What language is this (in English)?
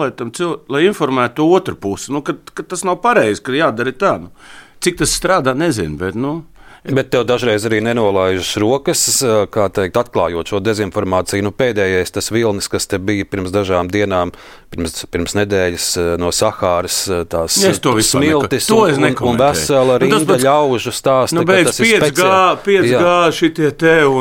Latvian